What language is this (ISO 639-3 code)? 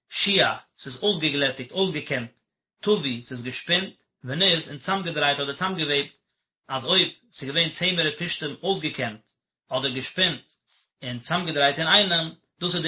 yid